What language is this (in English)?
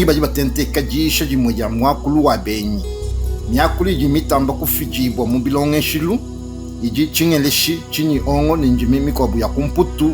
Luba-Lulua